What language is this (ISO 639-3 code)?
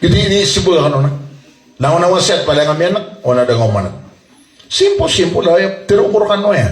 mrw